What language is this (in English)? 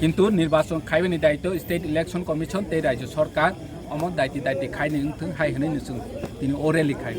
Kok Borok